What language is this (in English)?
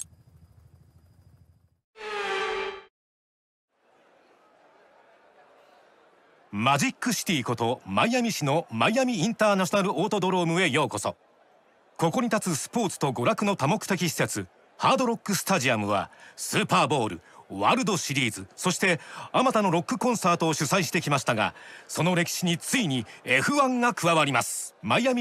Japanese